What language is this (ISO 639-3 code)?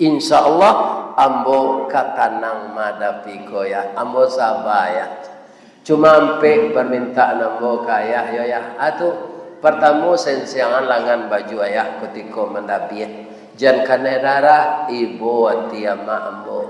min